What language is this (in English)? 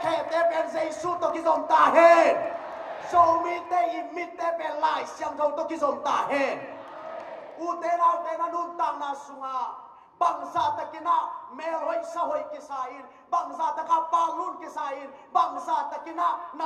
Tedim Chin